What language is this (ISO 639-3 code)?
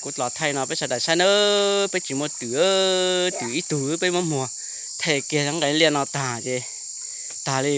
hmn